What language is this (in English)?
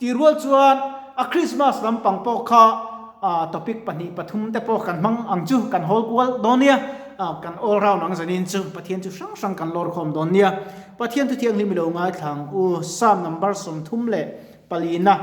Mizo